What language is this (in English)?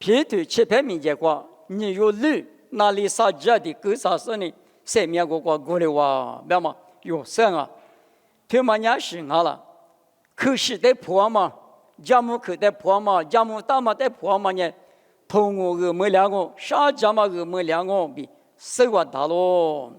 Lisu